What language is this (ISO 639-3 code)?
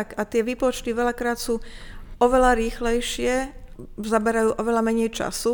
slk